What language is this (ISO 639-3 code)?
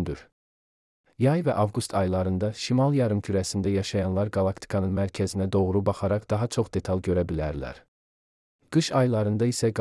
aze